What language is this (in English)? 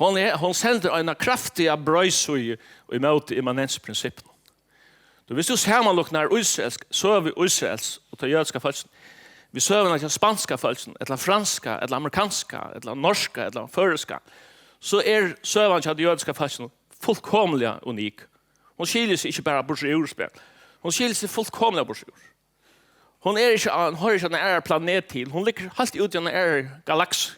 Faroese